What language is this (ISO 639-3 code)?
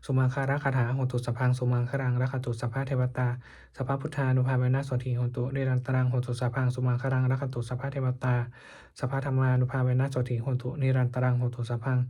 pli